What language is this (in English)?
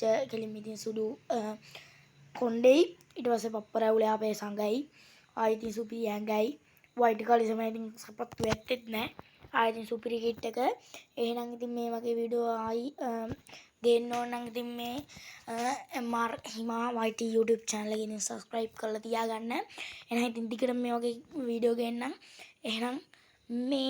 Sinhala